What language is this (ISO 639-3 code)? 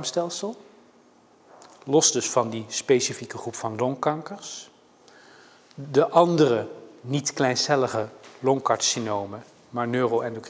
nld